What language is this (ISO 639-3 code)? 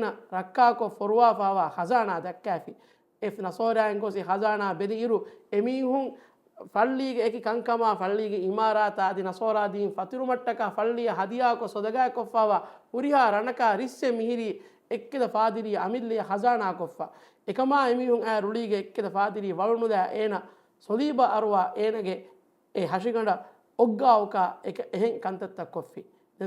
div